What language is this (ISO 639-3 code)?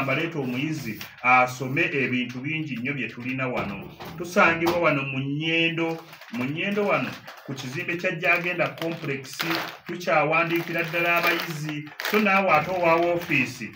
lug